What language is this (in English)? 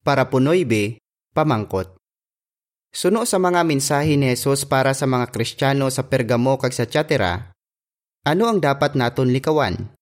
Hiligaynon